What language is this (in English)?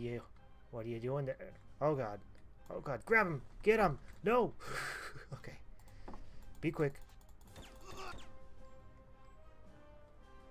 English